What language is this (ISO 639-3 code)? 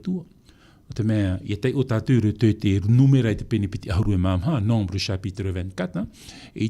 tah